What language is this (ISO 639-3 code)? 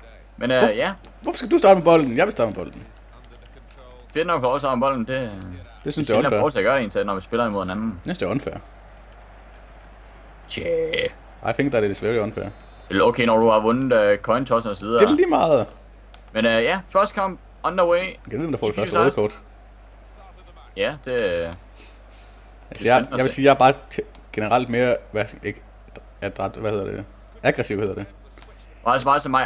dan